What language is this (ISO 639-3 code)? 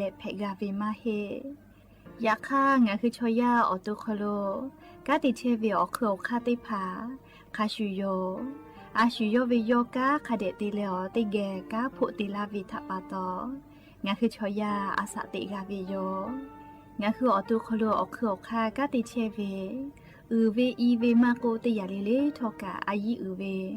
lhu